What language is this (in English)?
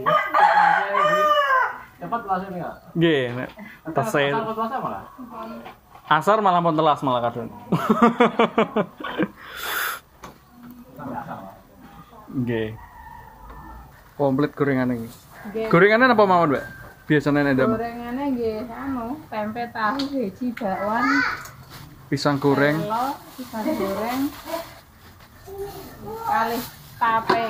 Javanese